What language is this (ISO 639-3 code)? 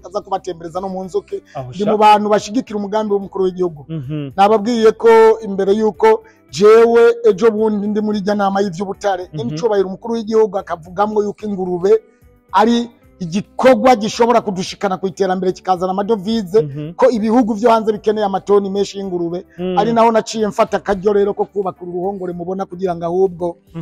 run